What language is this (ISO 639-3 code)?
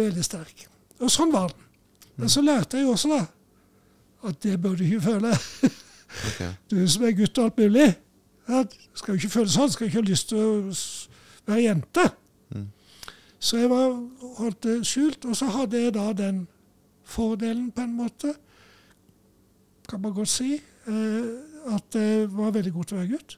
nor